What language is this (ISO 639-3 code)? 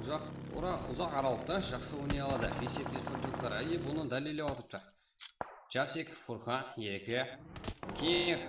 kaa